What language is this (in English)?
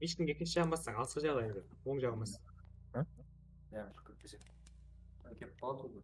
Kara-Kalpak